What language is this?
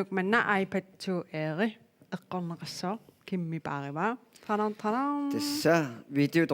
Kalaallisut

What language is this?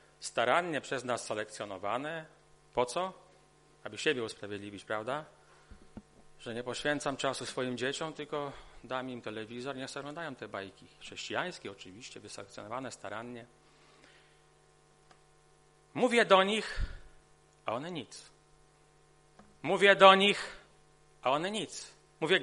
Polish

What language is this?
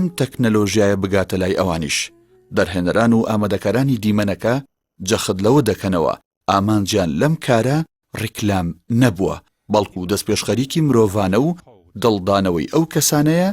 Central Kurdish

